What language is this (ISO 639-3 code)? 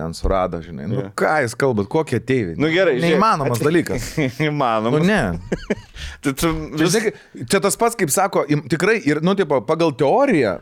lit